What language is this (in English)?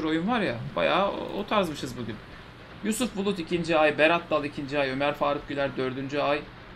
Turkish